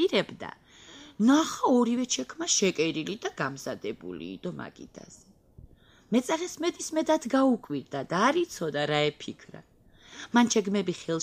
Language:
Georgian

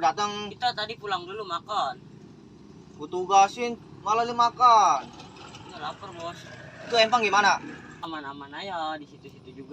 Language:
Betawi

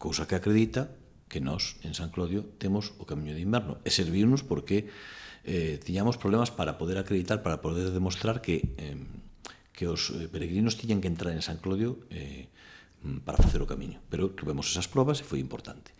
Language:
Galician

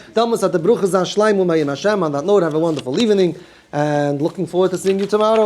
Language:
Yiddish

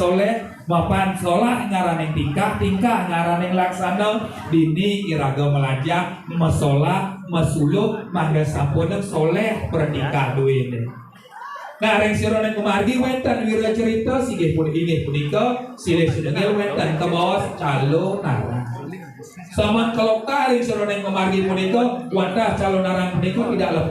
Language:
Balinese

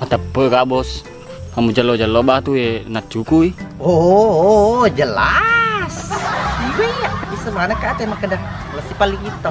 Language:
Buginese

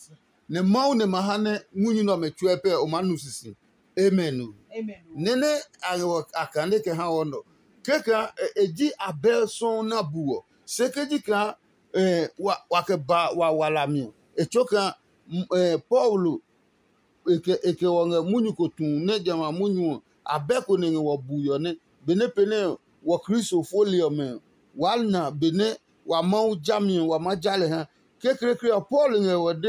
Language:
Adangme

